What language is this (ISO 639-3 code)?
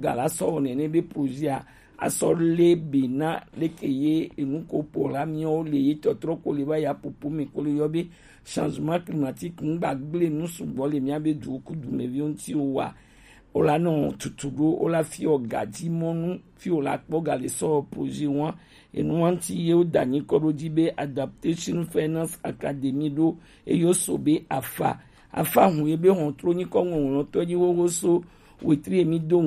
gej